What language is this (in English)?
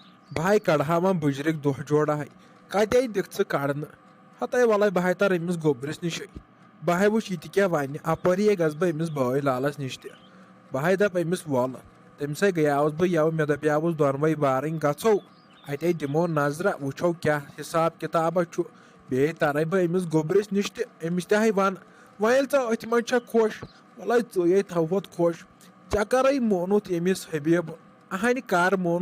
Kashmiri